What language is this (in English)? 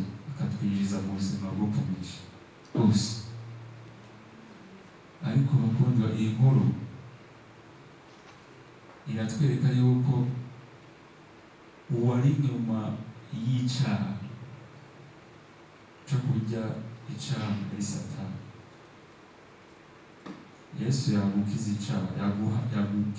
Kinyarwanda